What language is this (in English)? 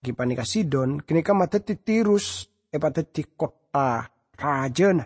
Madurese